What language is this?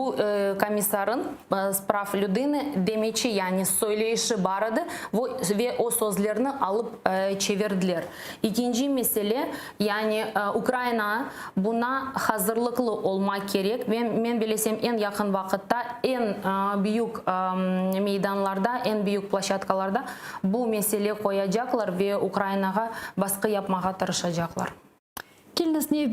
Crimean Tatar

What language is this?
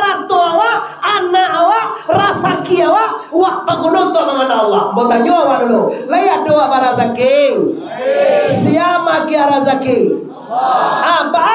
Minangkabau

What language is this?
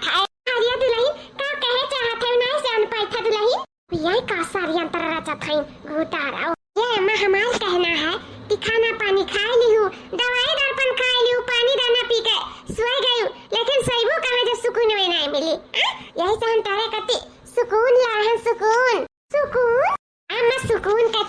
Awadhi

